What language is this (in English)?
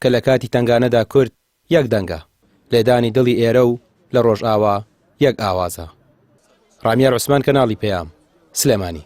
Central Kurdish